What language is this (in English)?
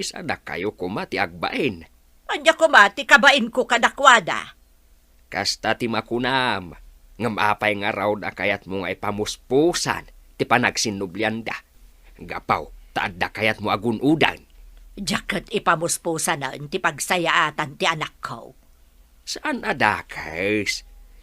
Iloko